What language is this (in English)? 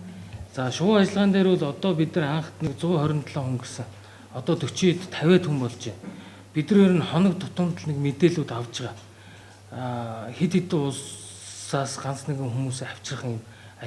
Mongolian